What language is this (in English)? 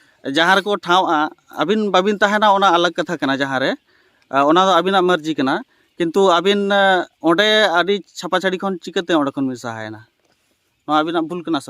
Santali